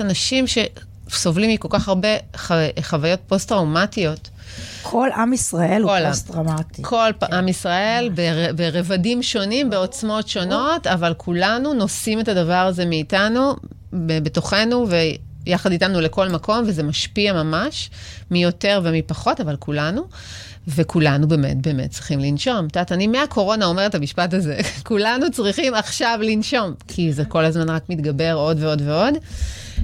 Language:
Hebrew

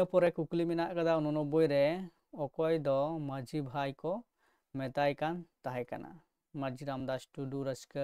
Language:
Santali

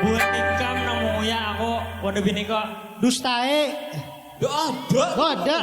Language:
Banjar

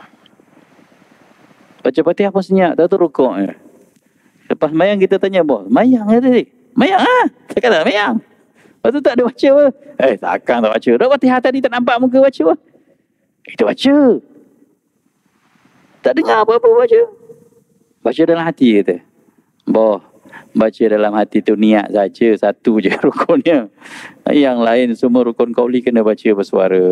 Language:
Malay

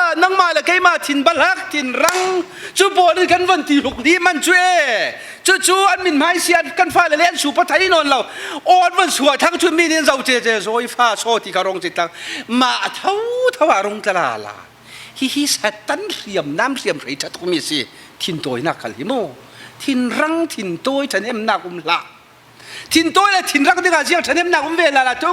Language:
Falam Chin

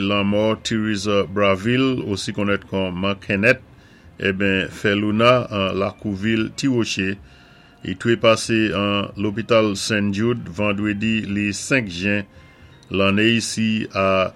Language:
Saint Lucian Creole French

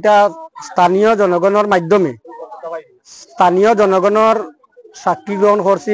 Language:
Sylheti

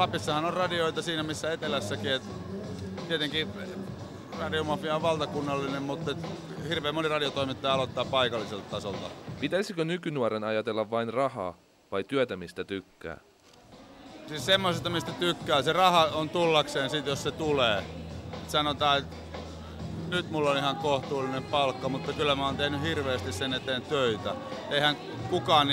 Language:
Finnish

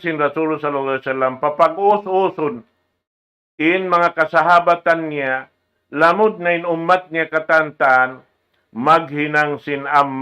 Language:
Tausug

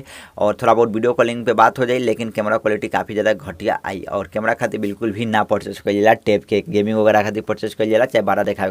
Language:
Bhojpuri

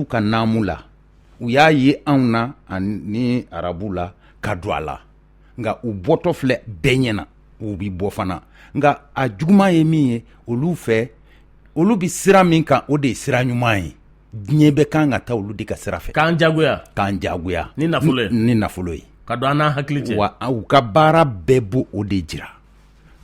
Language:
Bambara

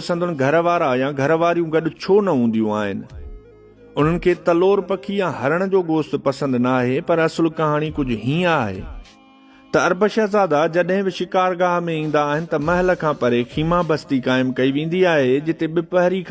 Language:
Sindhi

